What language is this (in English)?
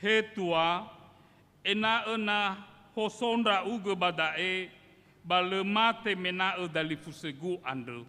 Nias